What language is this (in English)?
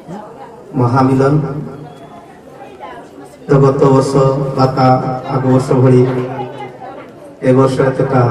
Odia